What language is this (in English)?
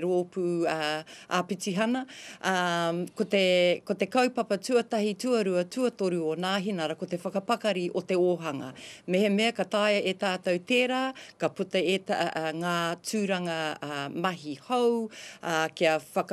Māori